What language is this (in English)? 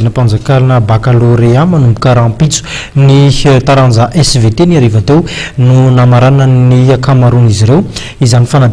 Malagasy